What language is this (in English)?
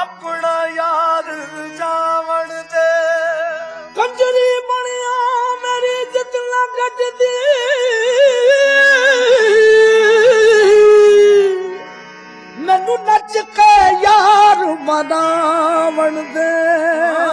Punjabi